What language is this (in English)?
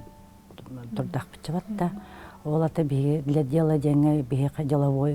Yakut